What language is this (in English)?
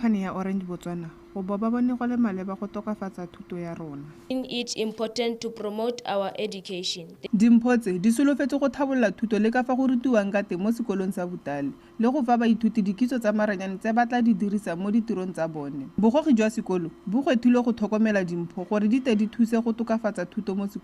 Tswana